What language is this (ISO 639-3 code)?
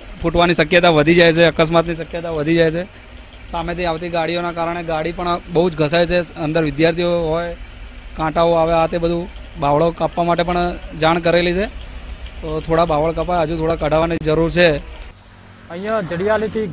guj